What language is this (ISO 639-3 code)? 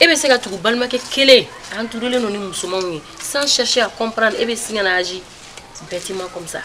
bam